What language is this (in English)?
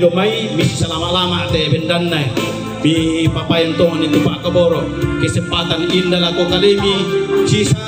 Toraja-Sa'dan